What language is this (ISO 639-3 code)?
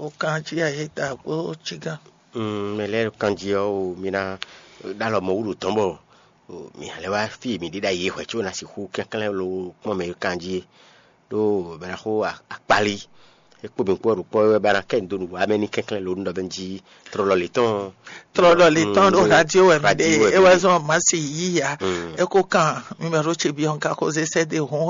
fon